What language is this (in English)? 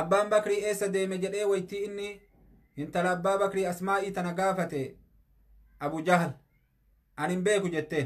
Oromo